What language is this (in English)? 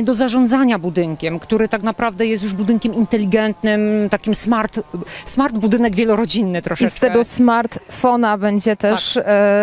Polish